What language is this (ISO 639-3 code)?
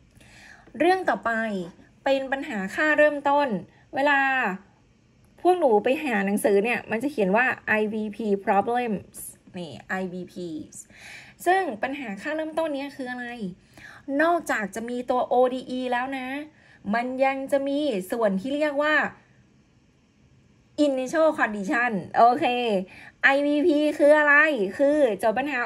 tha